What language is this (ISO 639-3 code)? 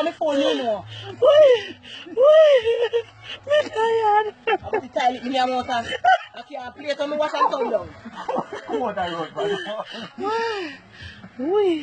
jam